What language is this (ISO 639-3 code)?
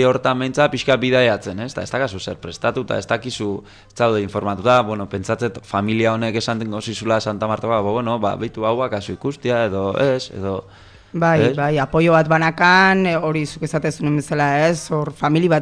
eus